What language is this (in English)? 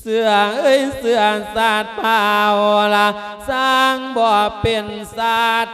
Lao